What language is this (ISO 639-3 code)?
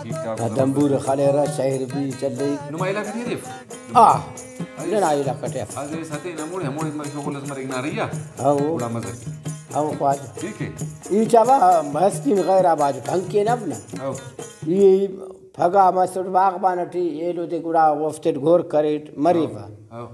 brh